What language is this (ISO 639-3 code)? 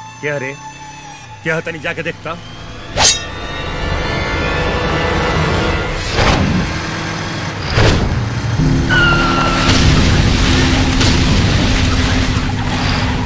bho